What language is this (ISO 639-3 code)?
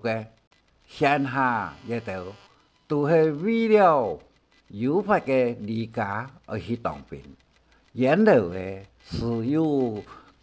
hak